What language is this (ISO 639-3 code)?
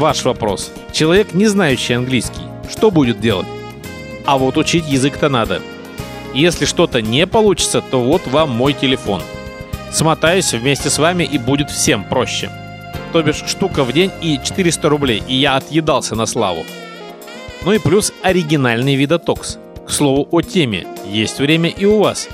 rus